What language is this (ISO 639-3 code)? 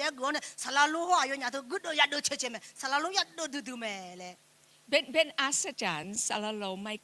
ahk